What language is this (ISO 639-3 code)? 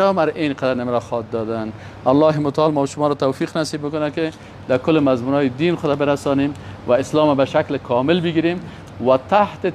fas